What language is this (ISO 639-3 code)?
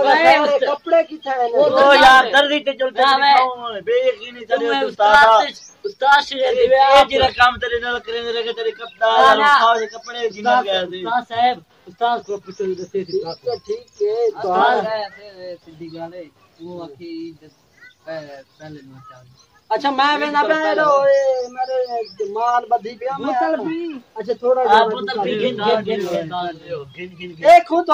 skr